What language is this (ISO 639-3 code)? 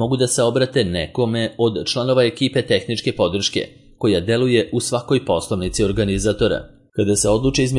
srp